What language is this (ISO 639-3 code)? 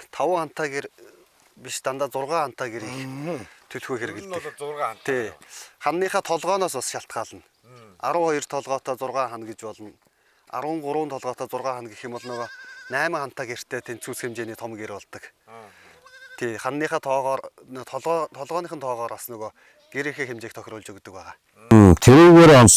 mon